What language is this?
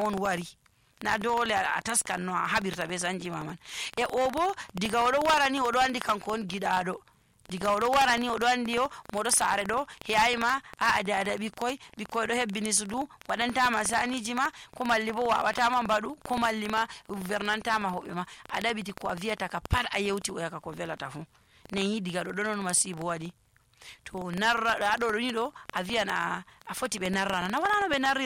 Nigerian Fulfulde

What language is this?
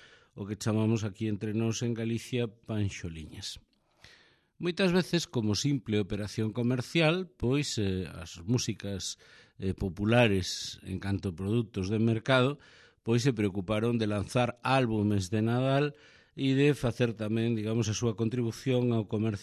Galician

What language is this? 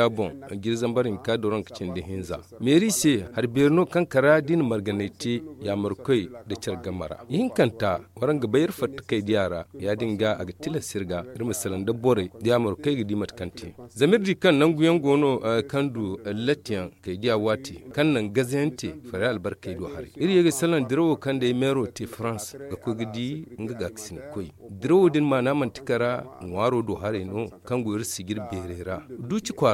Zarma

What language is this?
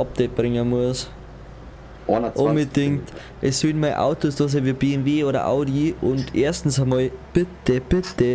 Bavarian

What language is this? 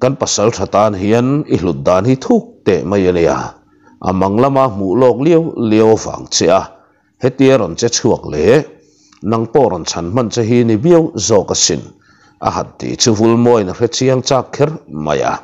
Mizo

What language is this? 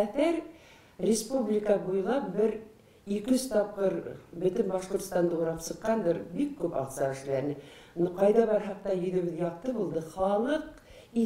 Bashkir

